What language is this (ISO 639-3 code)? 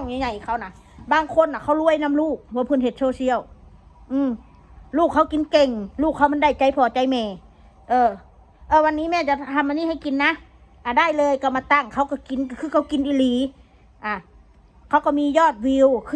tts